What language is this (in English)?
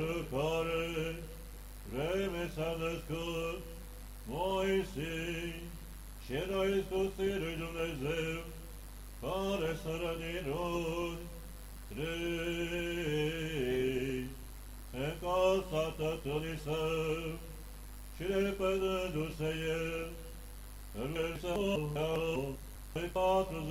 Romanian